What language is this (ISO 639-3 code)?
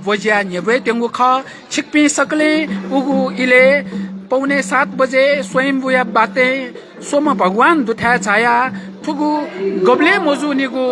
new